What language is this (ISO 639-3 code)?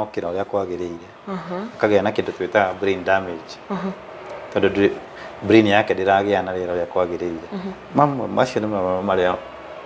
kik